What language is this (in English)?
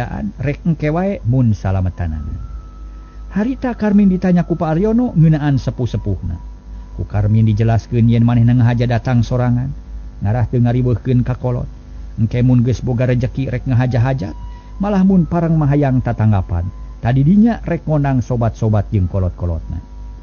Sundanese